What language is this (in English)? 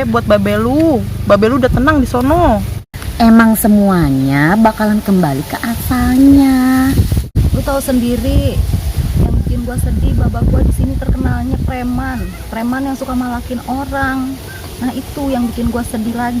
Betawi